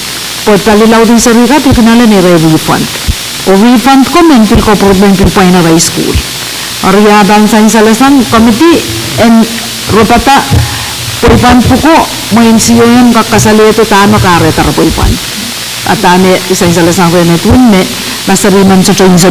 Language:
Pohnpeian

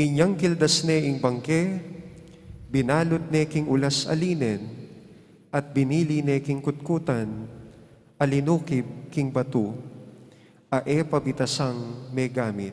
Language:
Pampanga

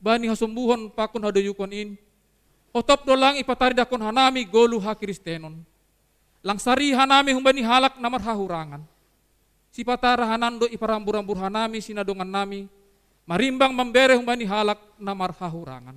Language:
Batak Simalungun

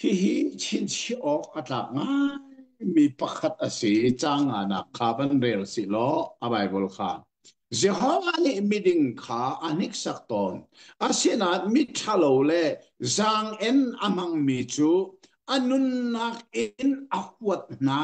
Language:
Hakha Chin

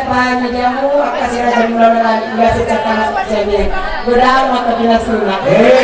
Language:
Batak Toba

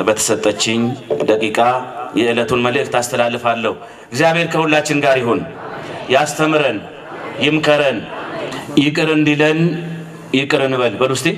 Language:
Amharic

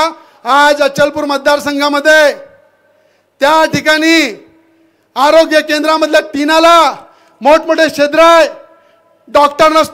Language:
Marathi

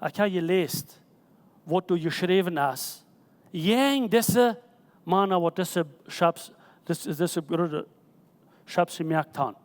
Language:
Plautdietsch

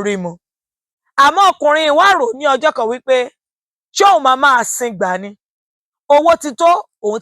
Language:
Yoruba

